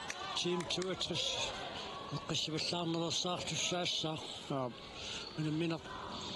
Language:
Kalaallisut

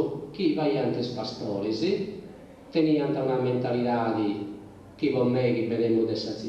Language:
Sardinian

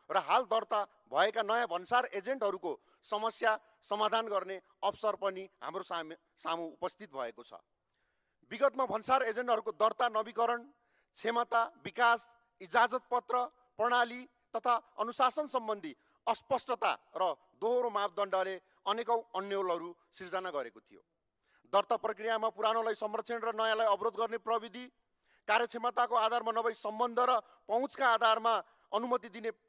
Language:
Nepali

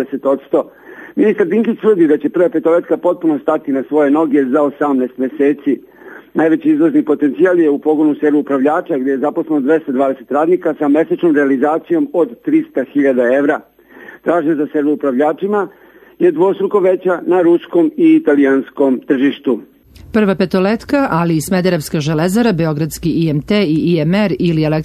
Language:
Serbian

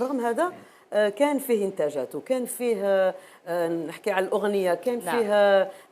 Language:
Algerian Arabic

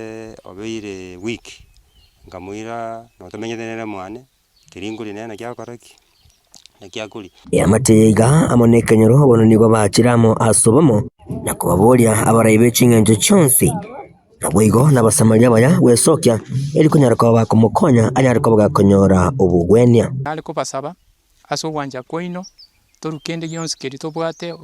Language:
Gusii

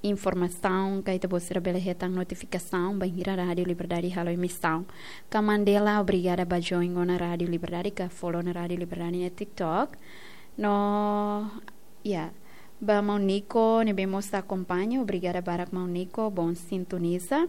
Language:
Tetum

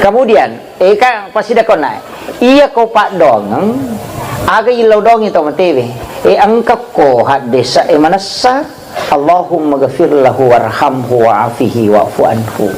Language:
Buginese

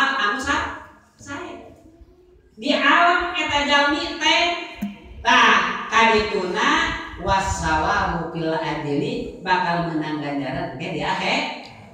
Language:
Sundanese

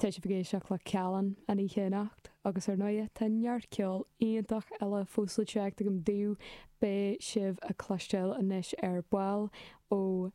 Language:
Irish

